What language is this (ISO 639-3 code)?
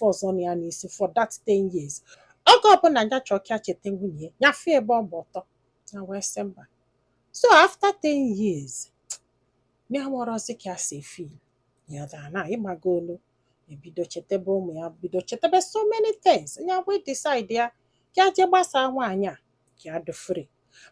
ibo